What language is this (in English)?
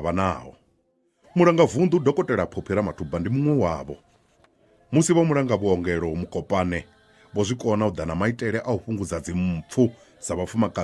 Venda